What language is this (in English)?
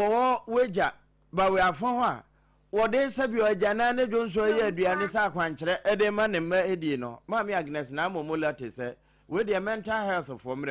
Akan